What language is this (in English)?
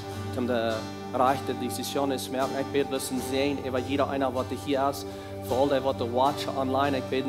Plautdietsch